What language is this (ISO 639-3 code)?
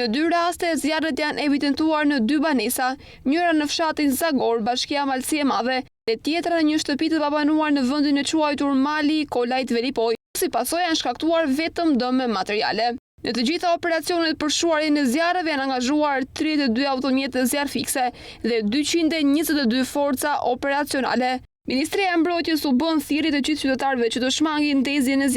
sqi